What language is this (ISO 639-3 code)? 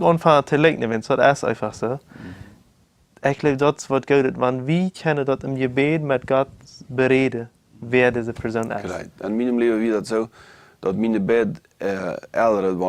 pdt